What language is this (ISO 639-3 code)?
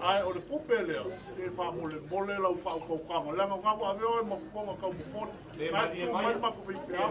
smo